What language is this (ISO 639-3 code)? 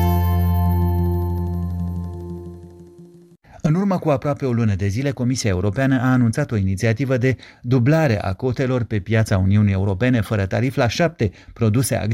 ron